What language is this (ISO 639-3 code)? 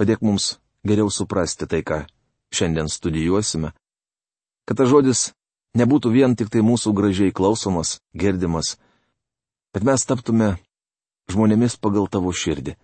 lit